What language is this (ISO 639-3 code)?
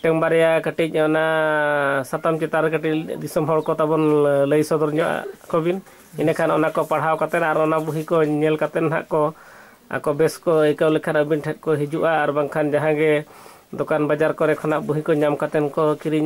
sat